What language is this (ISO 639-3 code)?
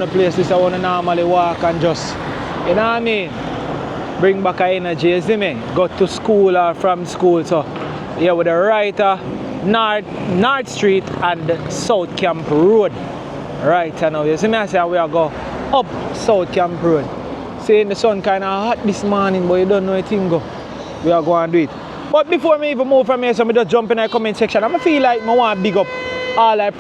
jam